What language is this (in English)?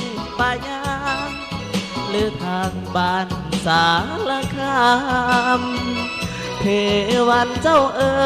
Lao